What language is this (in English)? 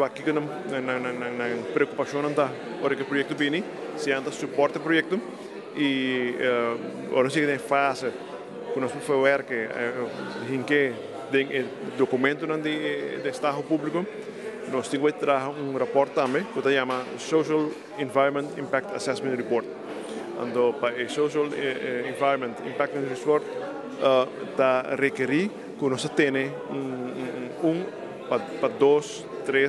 Papiamento